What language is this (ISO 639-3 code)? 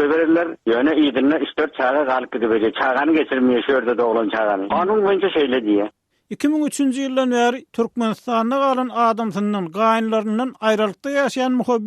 tuk